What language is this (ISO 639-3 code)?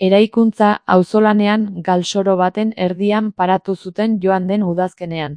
eus